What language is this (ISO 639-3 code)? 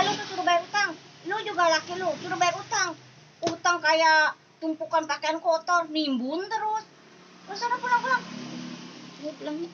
bew